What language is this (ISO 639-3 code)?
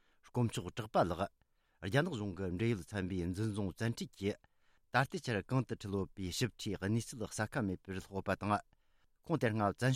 bod